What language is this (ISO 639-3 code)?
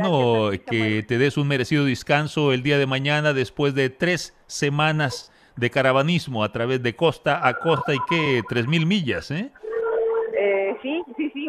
spa